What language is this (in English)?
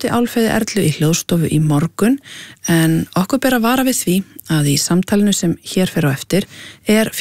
Icelandic